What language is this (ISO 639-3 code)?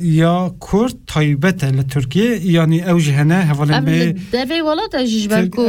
kur